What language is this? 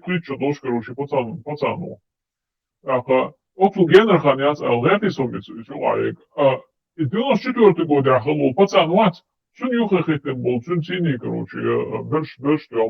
Chechen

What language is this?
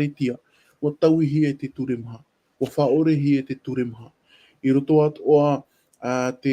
Tahitian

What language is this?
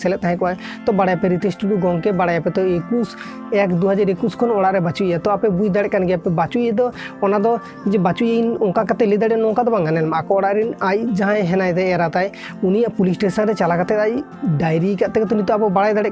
Santali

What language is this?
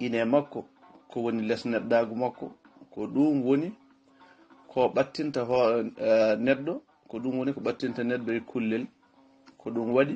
Fula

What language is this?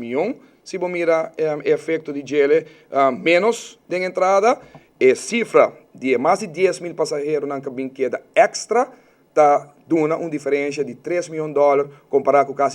Papiamento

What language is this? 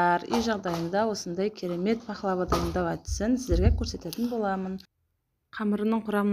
Kazakh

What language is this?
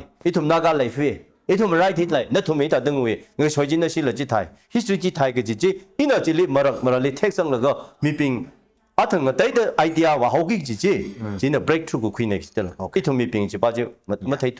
Tangkhul Naga (India)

